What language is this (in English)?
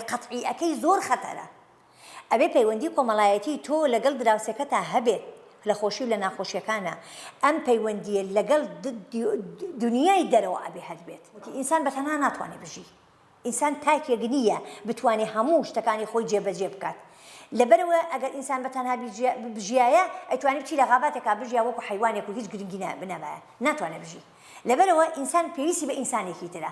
Central Kurdish